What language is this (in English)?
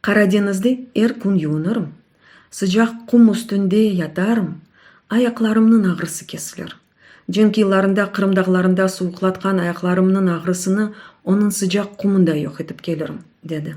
Crimean Tatar